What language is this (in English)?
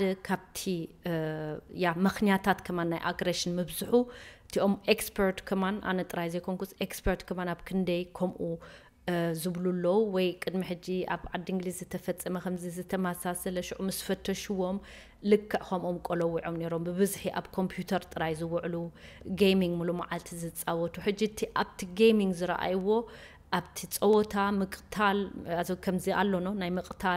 Tigrinya